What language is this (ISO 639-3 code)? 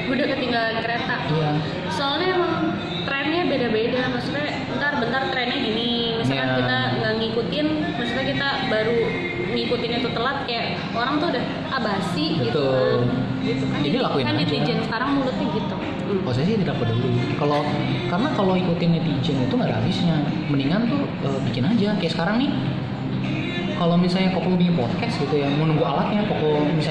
ind